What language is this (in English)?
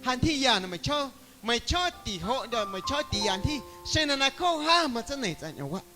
Guerrero Amuzgo